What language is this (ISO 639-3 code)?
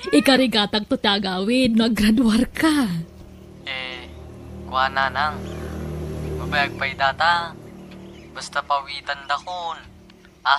ilo